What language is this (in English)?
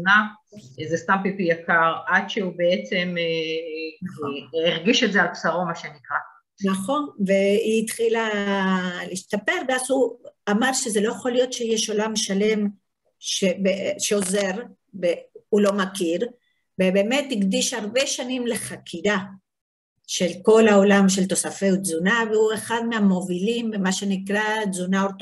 Hebrew